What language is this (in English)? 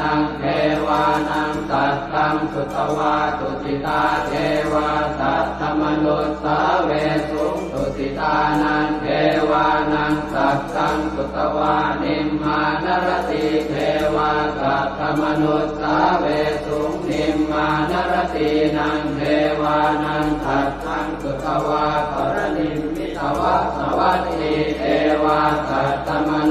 Pali